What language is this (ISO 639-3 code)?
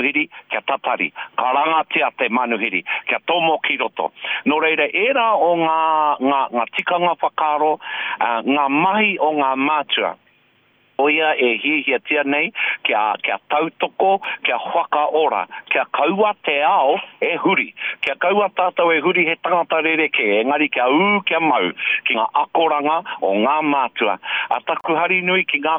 mri